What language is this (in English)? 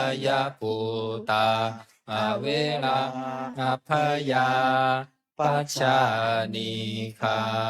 Pali